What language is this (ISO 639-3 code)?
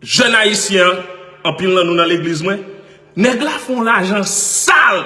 hat